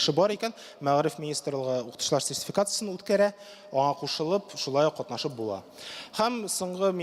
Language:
Tatar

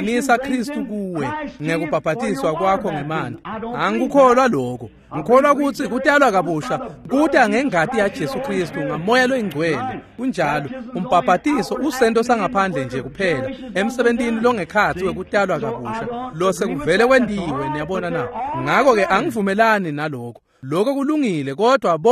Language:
Swati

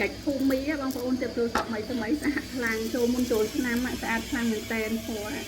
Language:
Khmer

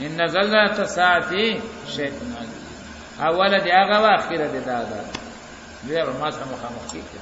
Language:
Pashto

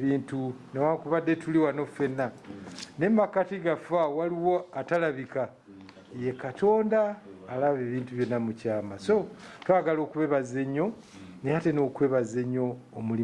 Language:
Ganda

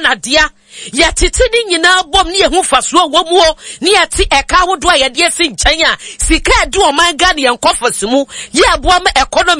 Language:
Akan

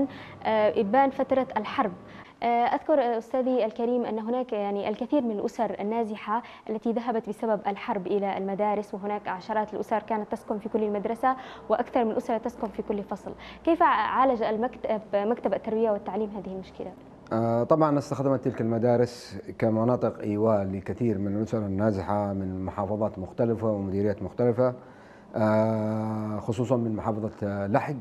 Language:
Arabic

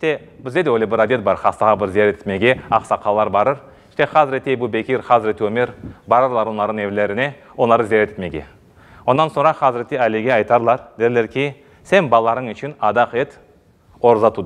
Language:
Crimean Tatar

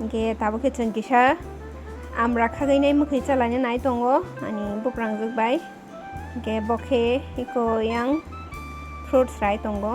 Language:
Kok Borok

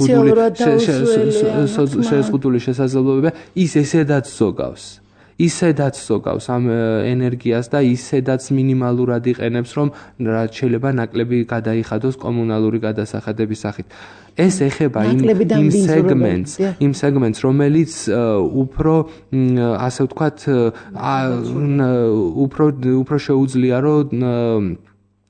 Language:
Georgian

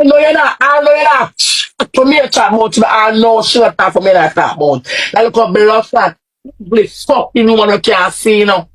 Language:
Jamaican Creole English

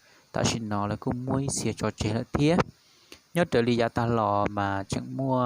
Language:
Hmong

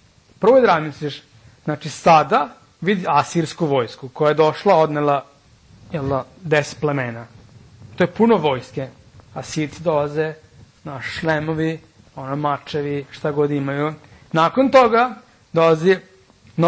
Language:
Serbian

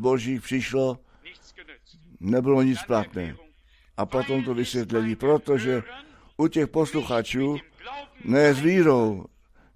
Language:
Czech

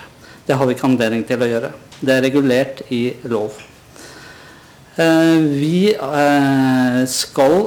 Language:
Norwegian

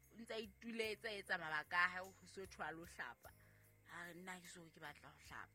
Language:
Southern Sotho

